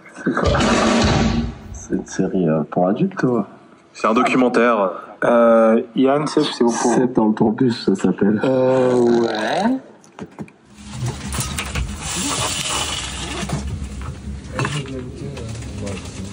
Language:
French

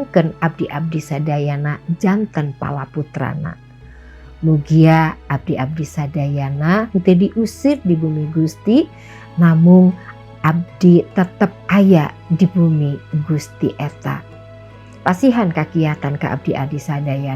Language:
Sundanese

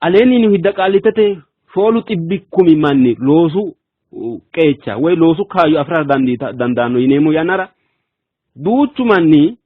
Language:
Sidamo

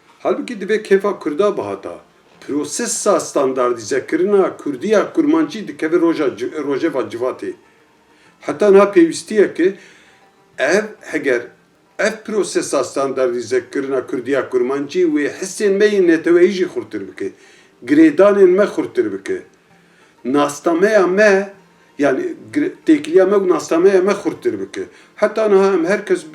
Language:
Kurdish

